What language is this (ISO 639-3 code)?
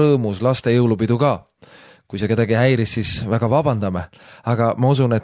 est